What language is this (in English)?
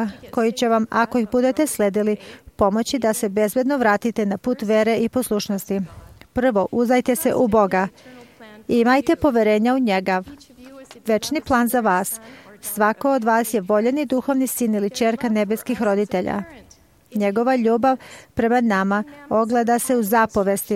Serbian